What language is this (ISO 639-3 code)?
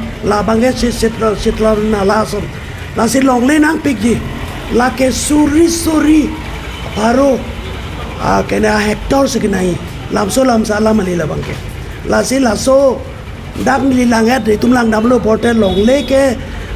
mjw